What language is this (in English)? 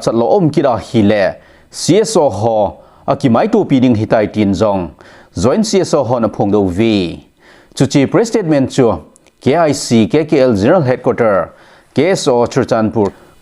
Thado Chin